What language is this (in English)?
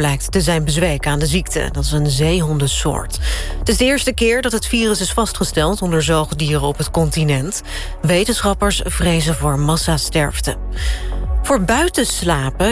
Dutch